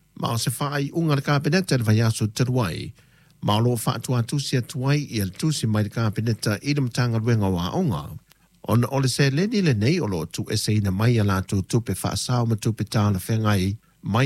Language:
Samoan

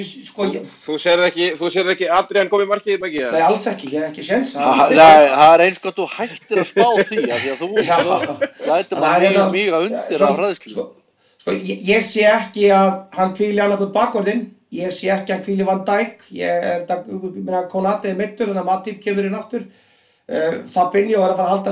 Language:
Icelandic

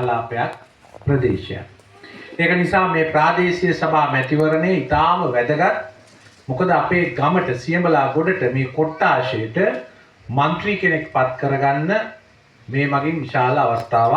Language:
Sinhala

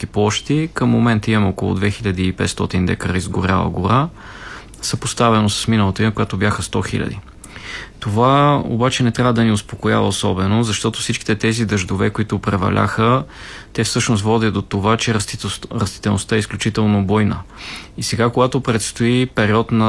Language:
Bulgarian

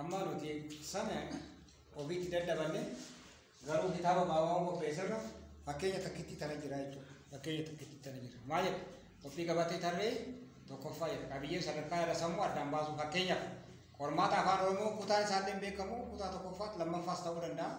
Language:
Oromo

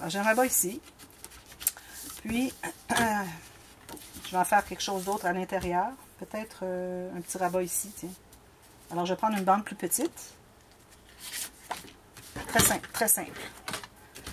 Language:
French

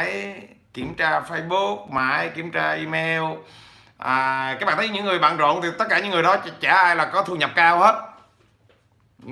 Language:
Vietnamese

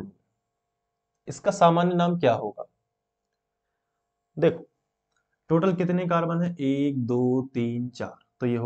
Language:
Hindi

